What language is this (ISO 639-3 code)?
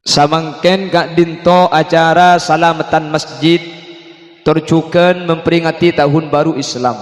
mad